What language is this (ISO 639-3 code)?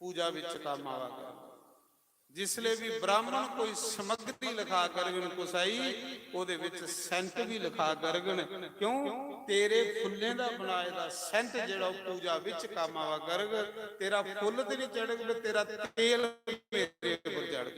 doi